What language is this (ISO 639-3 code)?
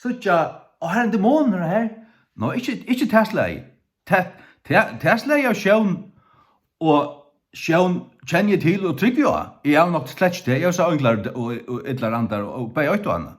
fao